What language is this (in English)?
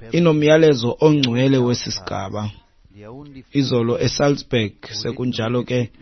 Xhosa